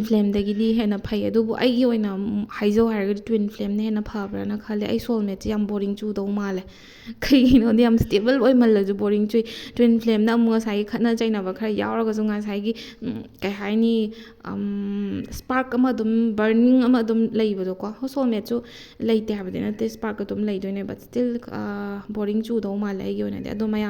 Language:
Manipuri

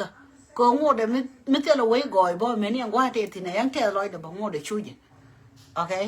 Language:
Nuer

